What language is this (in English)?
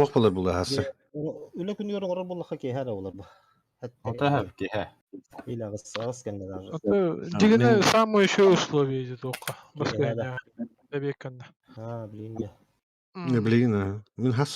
Yakut